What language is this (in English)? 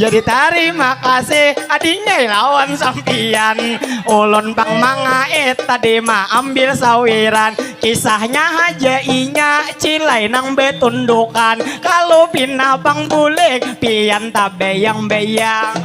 Banjar